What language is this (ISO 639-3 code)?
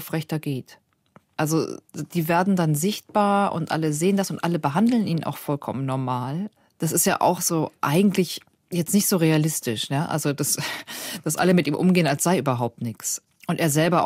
gsw